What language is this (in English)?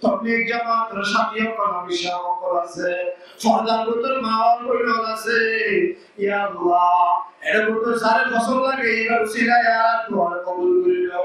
Rohingya